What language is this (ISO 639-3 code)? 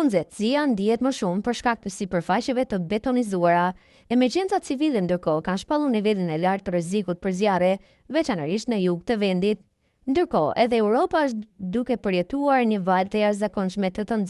sqi